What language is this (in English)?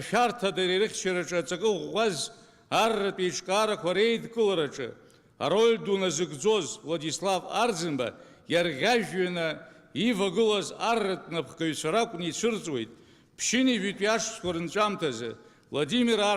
Abkhazian